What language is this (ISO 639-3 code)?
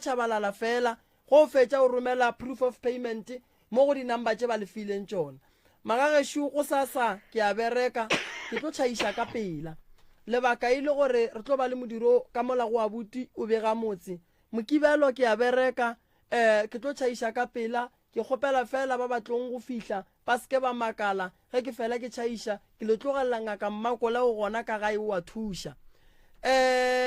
nso